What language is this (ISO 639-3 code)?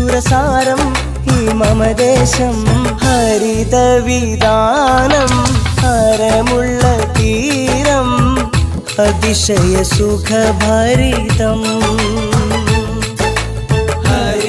mal